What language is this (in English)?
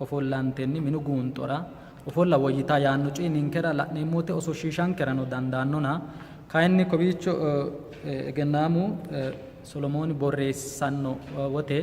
Sidamo